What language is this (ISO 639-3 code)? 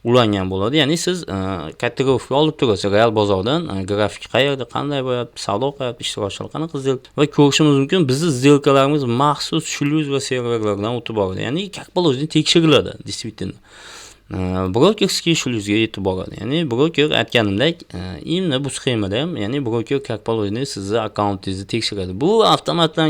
uzb